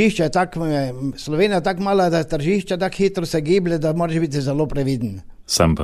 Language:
Slovenian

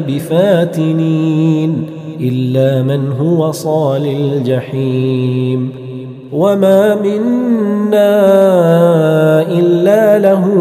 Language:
Arabic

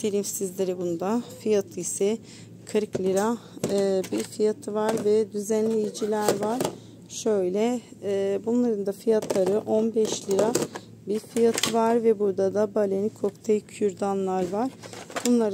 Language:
Turkish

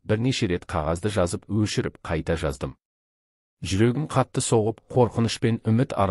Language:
Kazakh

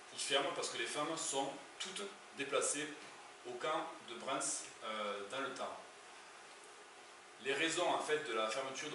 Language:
French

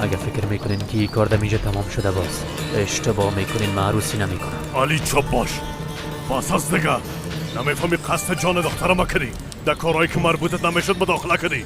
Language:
Persian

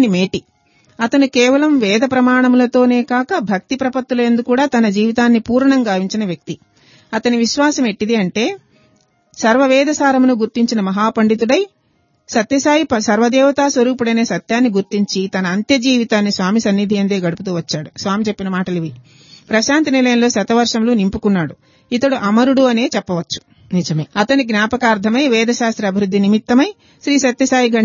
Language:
Telugu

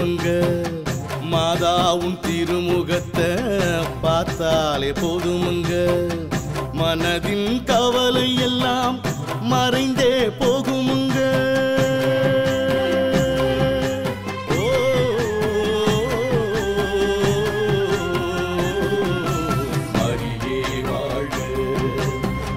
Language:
Tamil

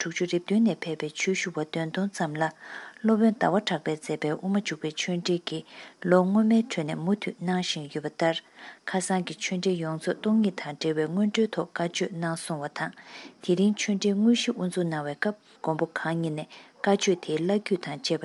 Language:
Tibetan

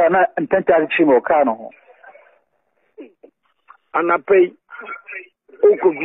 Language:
Akan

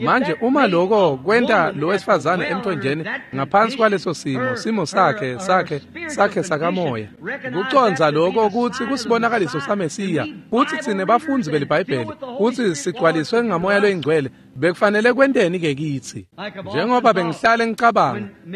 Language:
Swati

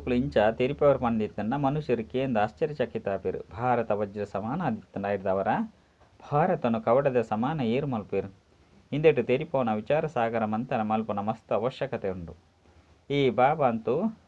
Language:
Tulu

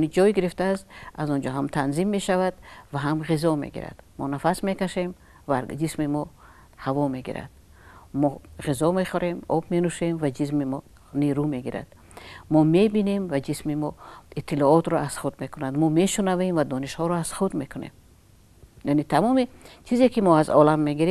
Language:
Tajik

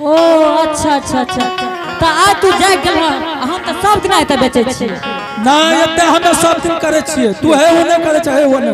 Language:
Angika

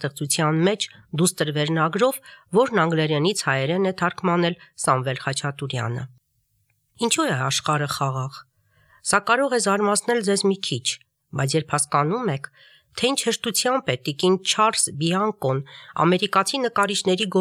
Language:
Armenian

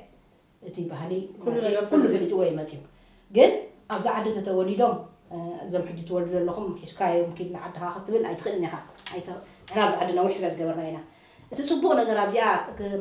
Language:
Tigrinya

